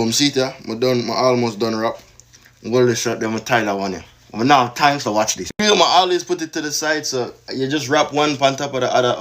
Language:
Jamaican Creole English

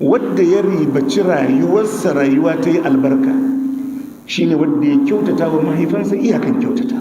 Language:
Hausa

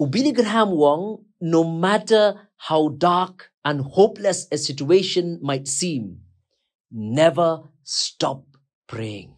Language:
Khasi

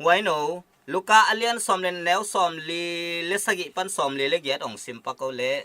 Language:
Tedim Chin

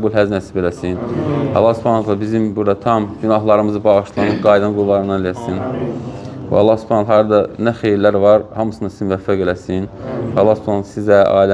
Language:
Azerbaijani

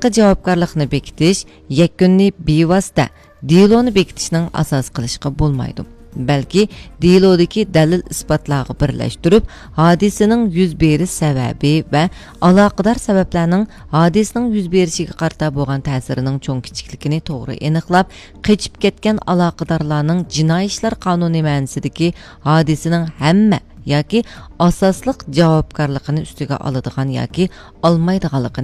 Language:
Uyghur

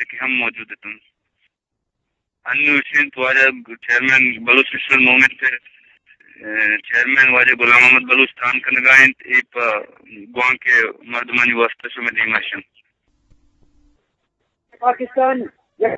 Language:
Baluchi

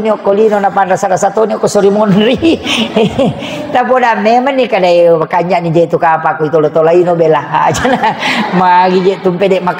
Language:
Buginese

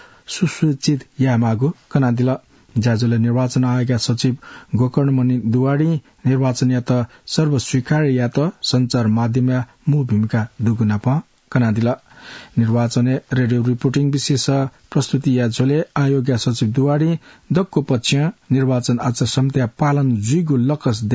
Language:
Newari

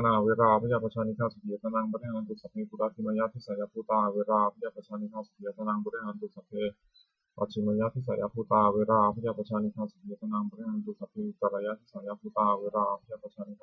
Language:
Pali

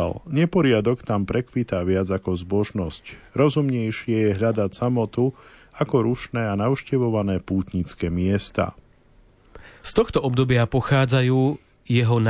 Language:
Slovak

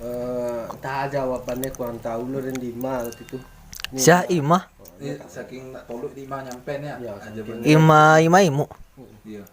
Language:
Minangkabau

